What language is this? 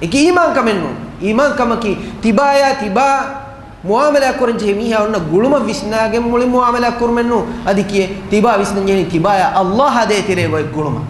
Divehi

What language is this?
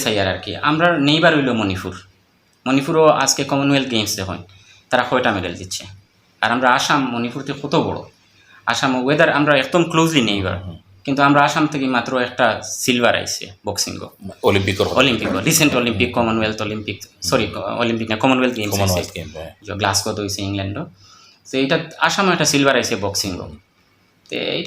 Sylheti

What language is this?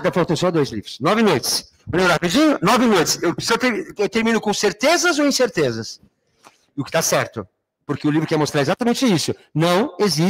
Portuguese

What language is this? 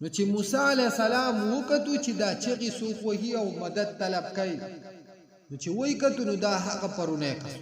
Pashto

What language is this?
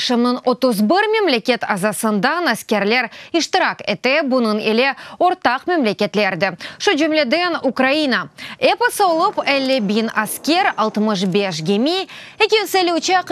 Crimean Tatar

